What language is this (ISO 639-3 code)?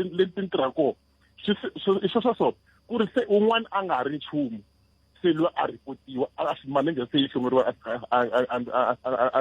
tso